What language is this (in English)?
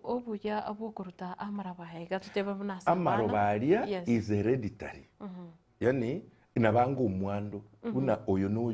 Gusii